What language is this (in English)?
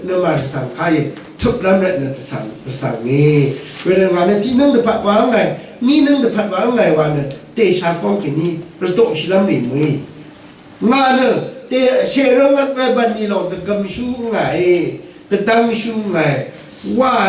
Rawang